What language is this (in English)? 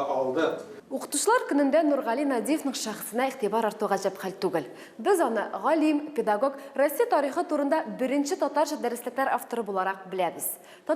Tatar